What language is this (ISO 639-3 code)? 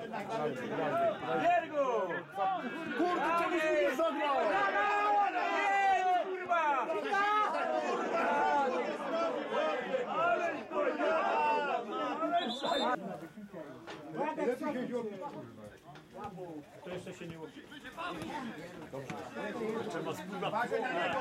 pol